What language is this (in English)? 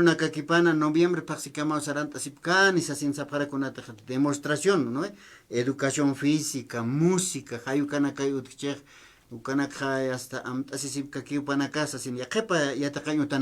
Aymara